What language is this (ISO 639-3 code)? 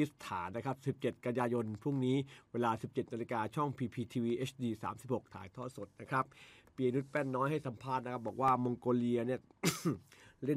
tha